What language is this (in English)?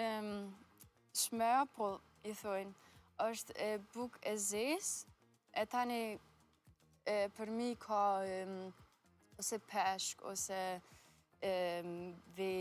Albanian